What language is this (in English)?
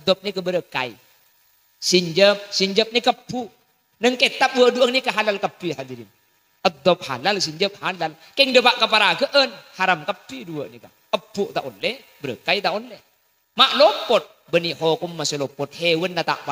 Madurese